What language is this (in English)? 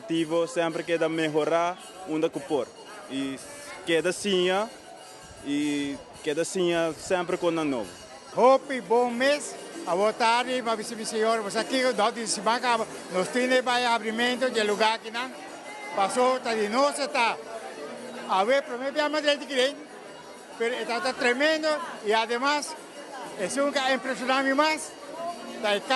Papiamento